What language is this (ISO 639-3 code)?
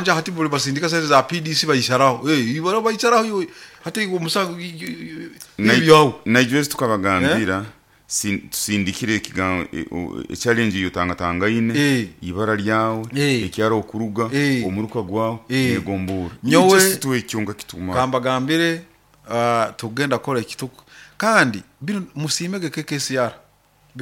nyo